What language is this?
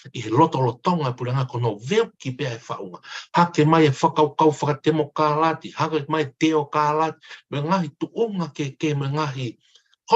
Tongan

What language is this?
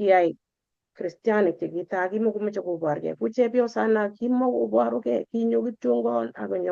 Kalenjin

